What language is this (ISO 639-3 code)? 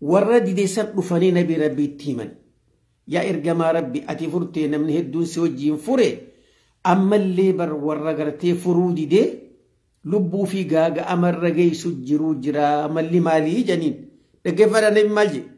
orm